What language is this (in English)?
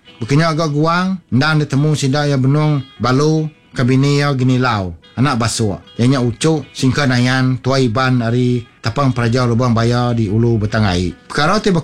Iban